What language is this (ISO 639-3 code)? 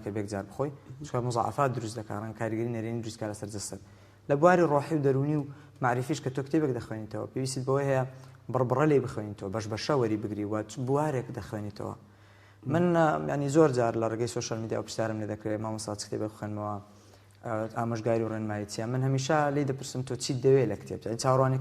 ckb